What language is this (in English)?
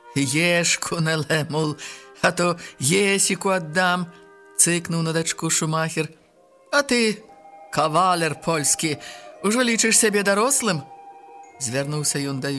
Belarusian